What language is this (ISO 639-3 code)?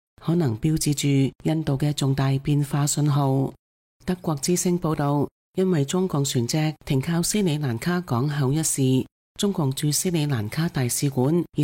yue